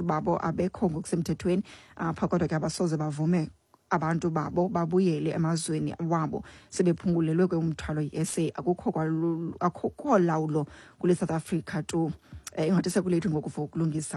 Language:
Xhosa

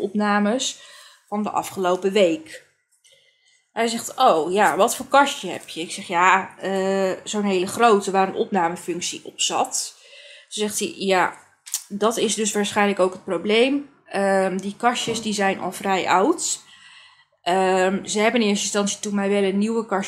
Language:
Dutch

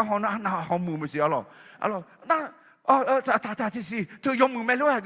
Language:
Akha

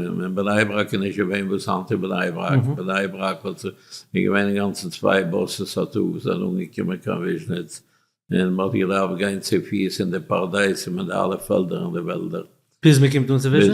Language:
Yiddish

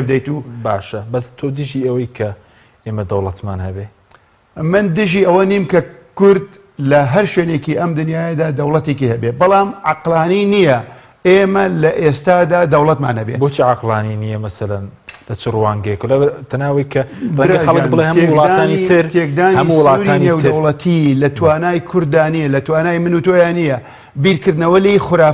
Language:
Central Kurdish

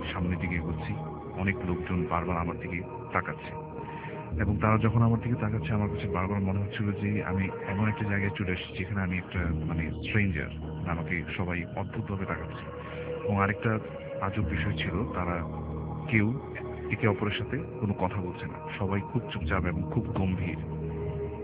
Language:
Bangla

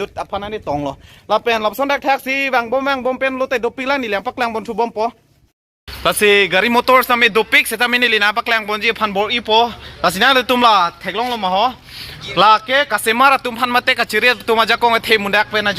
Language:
Karbi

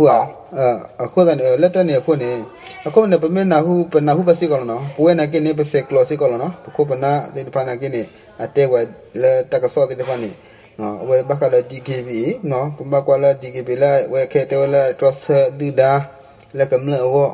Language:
S'gaw Karen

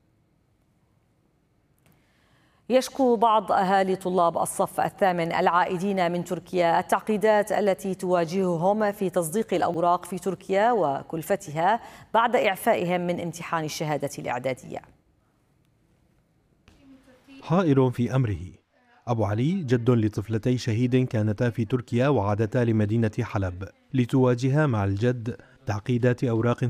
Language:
Arabic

